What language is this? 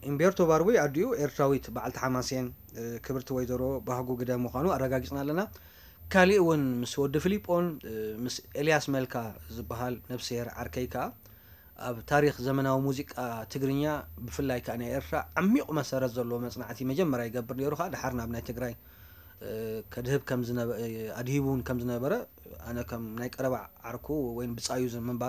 Tigrinya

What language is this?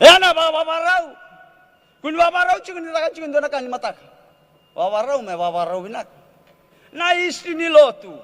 Fijian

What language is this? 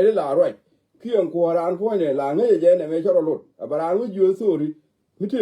Nuer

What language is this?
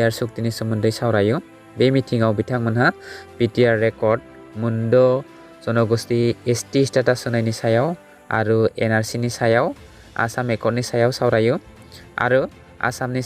Bodo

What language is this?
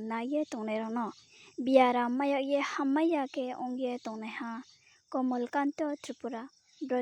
Riang (India)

